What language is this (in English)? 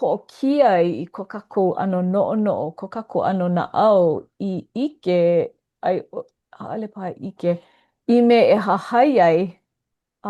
Hawaiian